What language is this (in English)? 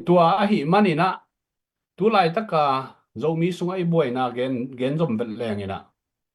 Tedim Chin